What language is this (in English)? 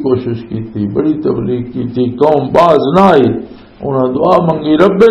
Western Panjabi